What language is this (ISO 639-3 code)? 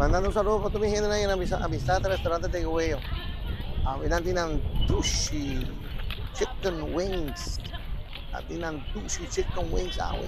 pap